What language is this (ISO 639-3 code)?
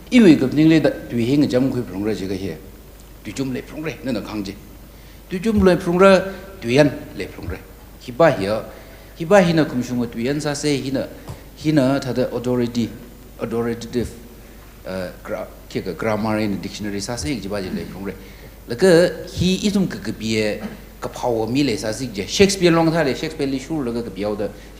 nmf